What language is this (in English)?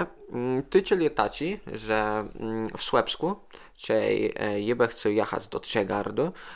Kashubian